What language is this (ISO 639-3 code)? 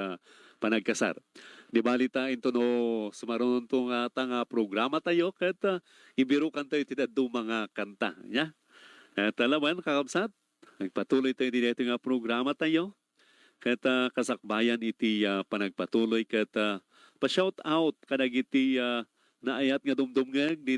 ilo